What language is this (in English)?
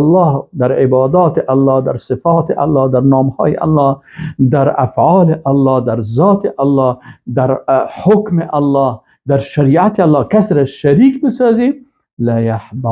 Persian